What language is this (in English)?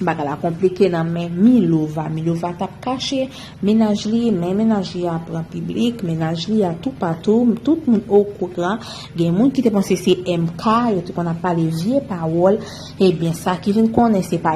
Haitian Creole